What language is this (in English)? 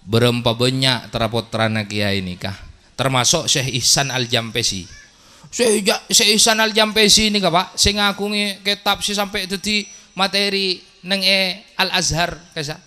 Madurese